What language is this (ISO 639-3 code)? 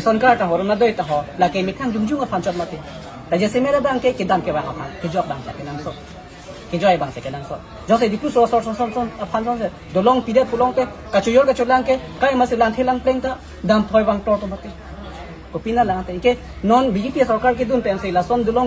mjw